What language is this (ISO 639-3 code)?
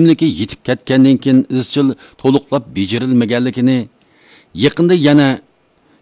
uig